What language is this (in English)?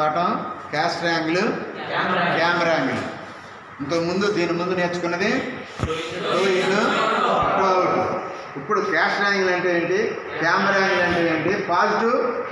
Telugu